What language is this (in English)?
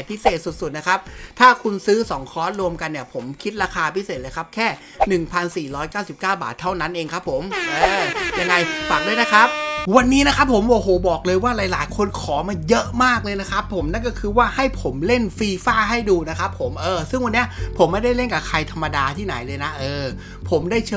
Thai